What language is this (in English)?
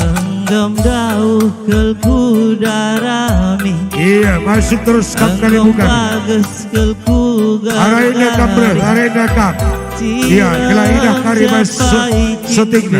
Batak Karo